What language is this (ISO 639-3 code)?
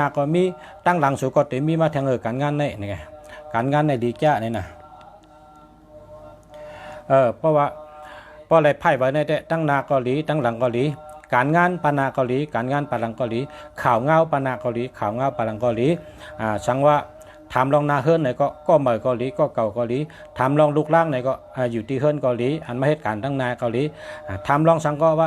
shn